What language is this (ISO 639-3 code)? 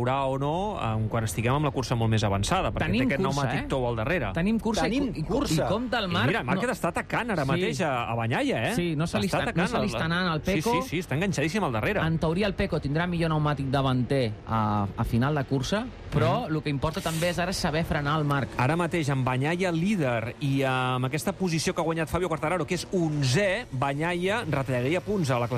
cat